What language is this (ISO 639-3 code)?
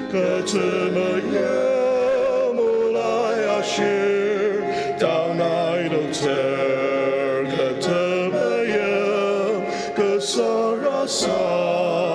njo